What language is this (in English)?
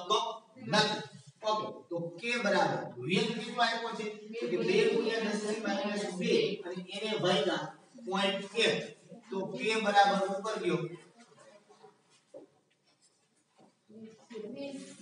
Gujarati